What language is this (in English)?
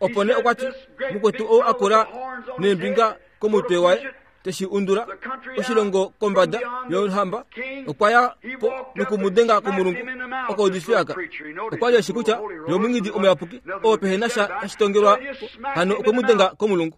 Kuanyama